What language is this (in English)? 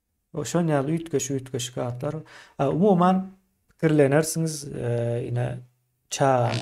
Turkmen